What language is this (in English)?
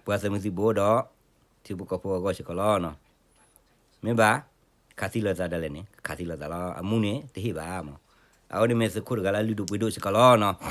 S'gaw Karen